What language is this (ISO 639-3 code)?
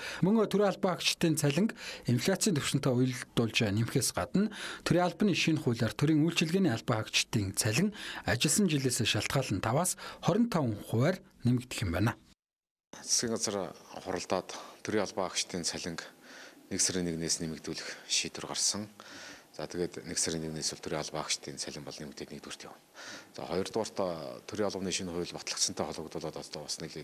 mon